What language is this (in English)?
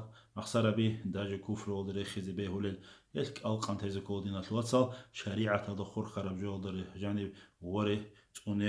Avaric